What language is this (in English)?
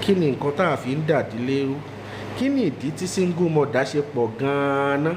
Yoruba